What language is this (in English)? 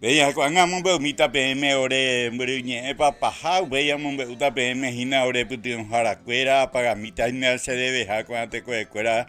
Guarani